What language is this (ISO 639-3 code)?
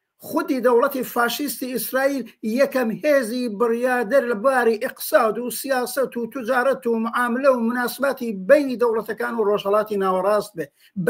ckb